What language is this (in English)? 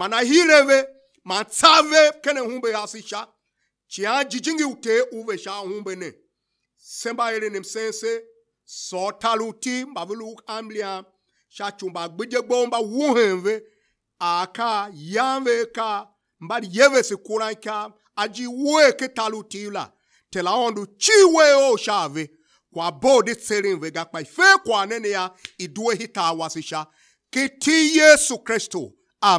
Tiv